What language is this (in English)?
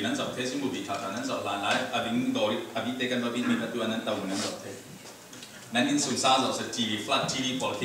Falam Chin